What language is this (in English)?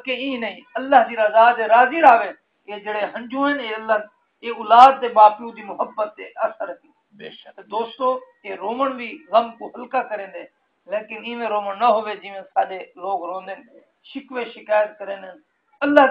Saraiki